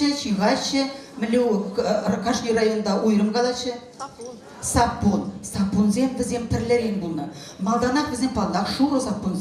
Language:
Chuvash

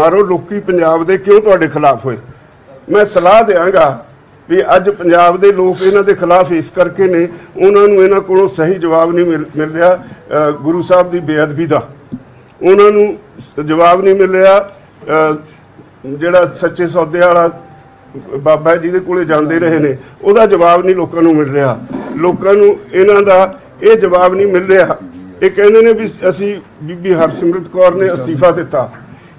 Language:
Punjabi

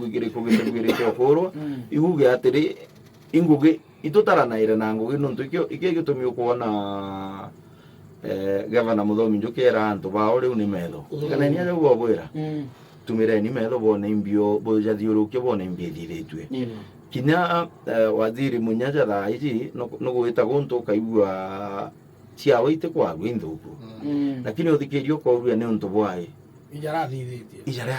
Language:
Meru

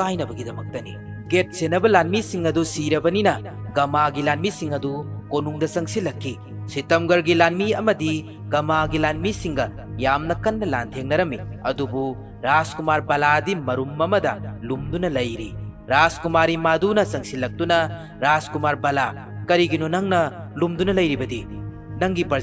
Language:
Manipuri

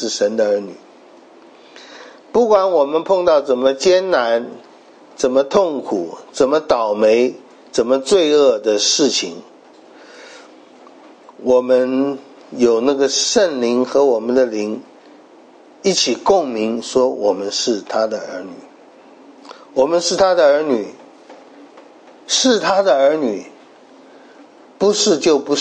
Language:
Chinese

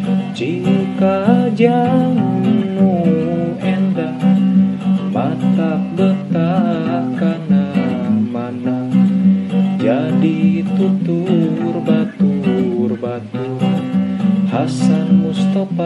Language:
Sundanese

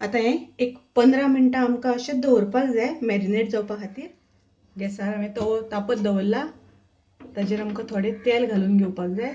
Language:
Konkani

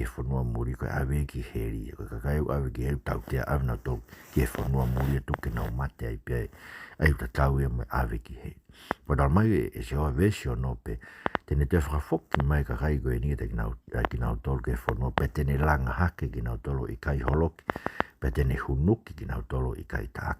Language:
Tongan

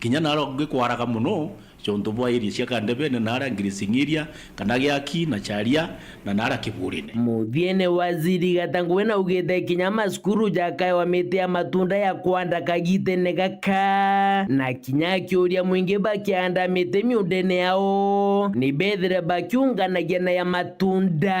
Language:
Meru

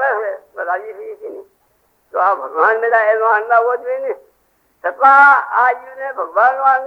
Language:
Gujarati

